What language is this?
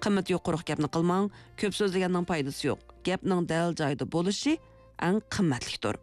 Uyghur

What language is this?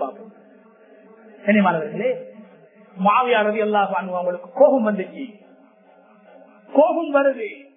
Tamil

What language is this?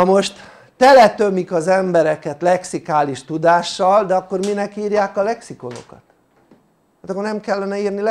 Hungarian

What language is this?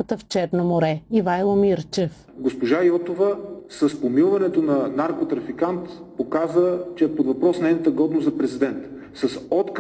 Bulgarian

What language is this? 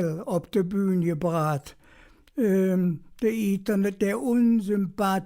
Colognian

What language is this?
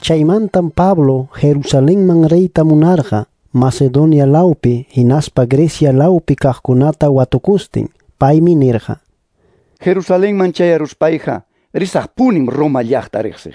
Ayacucho Quechua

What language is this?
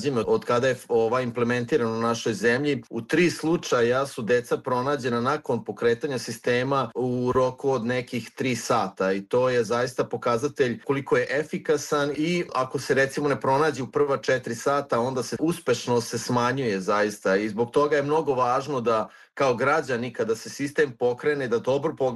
Serbian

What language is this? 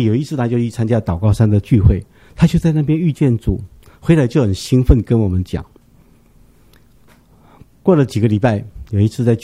Chinese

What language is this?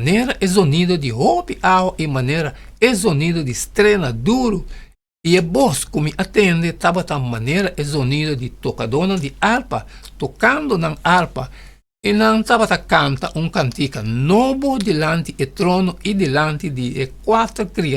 Papiamento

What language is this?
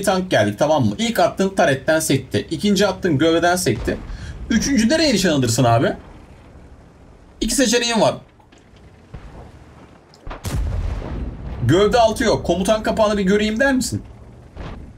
Turkish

